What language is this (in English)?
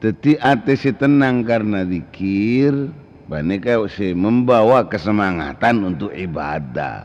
Madurese